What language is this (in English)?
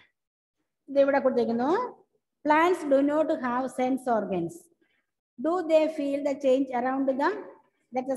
Malayalam